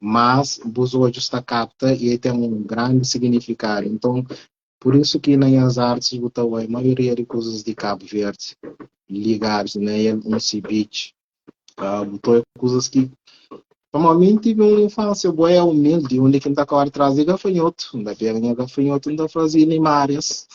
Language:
Kabuverdianu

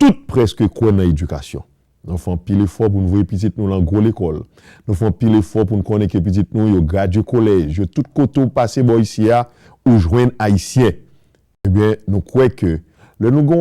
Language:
Haitian Creole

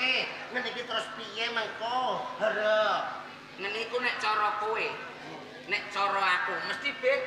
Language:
Javanese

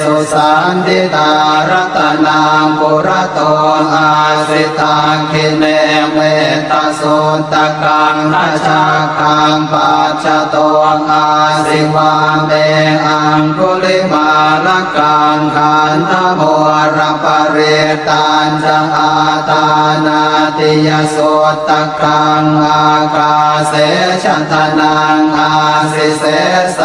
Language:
Pali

